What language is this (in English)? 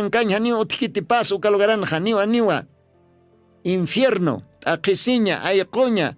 Aymara